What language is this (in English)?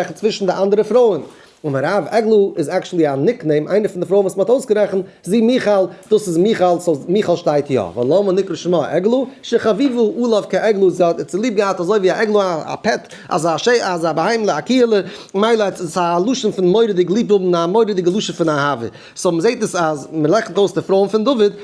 Yiddish